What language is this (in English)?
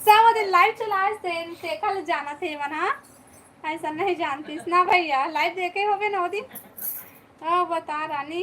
Chhattisgarhi